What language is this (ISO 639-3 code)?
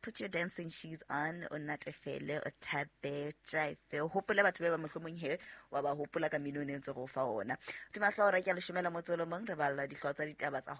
sot